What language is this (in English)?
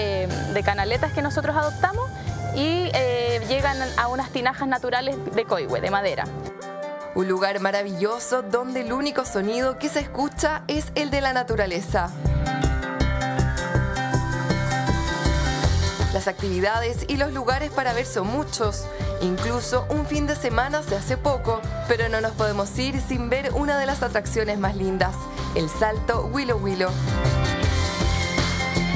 Spanish